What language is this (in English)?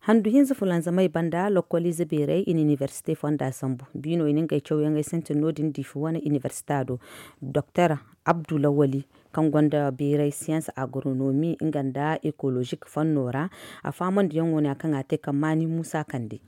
Zarma